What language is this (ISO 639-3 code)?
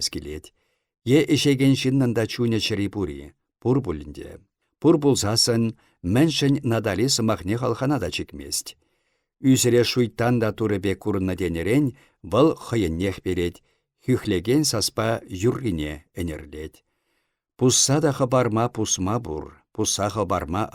chv